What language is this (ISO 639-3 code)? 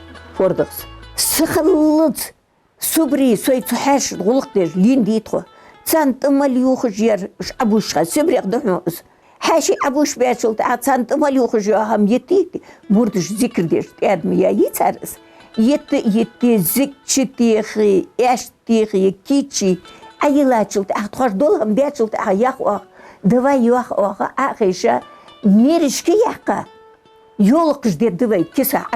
inh